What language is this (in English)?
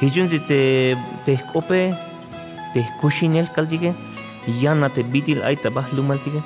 Tzeltal